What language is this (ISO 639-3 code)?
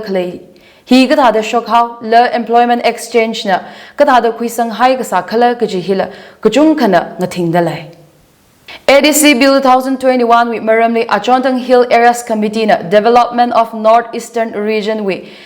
nmf